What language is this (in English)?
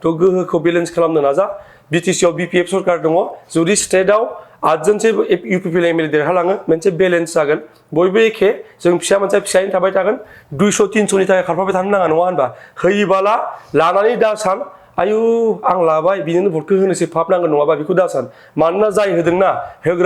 Bodo